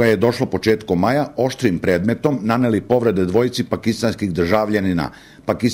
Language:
Serbian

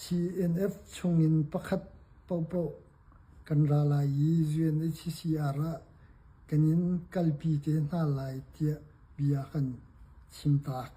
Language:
Hakha Chin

